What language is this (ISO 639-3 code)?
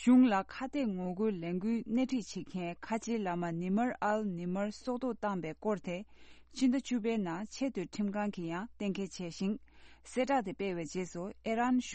bod